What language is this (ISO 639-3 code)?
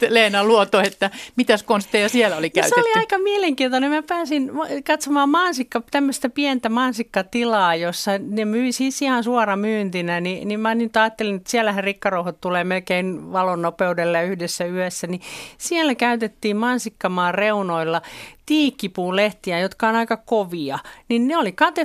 fin